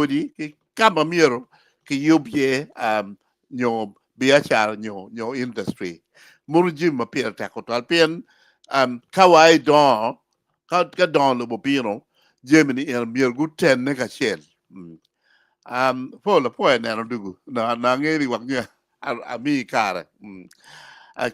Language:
Acoli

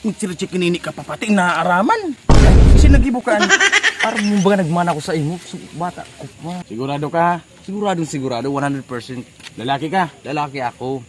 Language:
Bikol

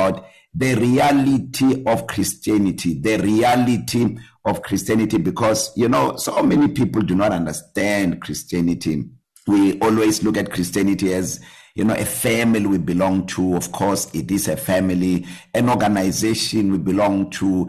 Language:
English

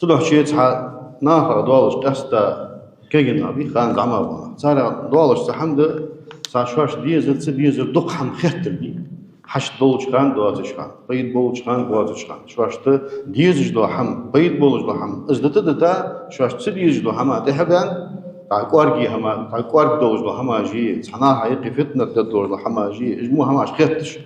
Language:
Ingush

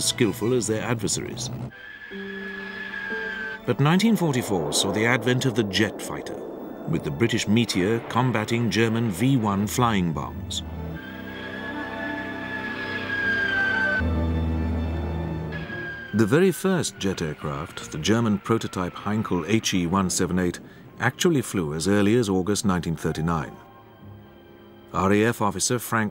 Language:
English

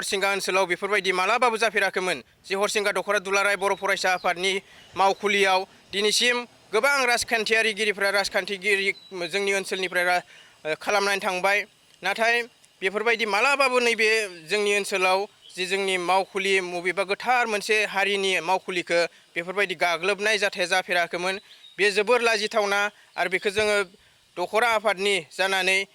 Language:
Bodo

